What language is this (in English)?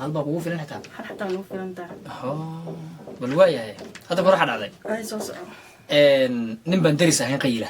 Somali